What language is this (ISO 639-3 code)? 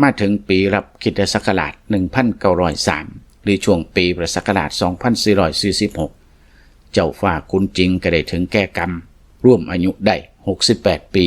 lao